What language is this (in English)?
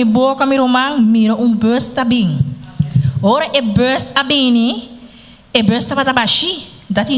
Papiamento